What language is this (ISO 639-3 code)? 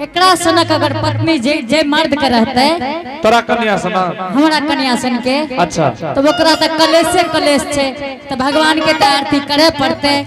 anp